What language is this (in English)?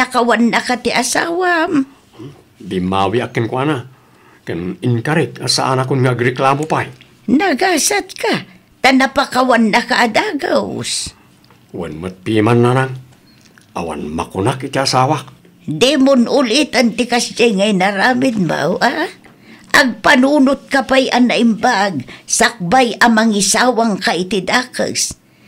Iloko